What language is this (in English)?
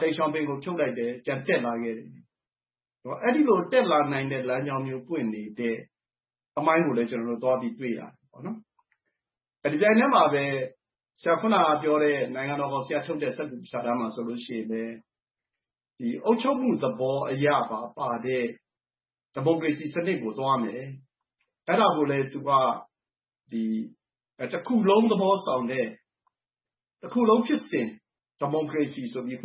Burmese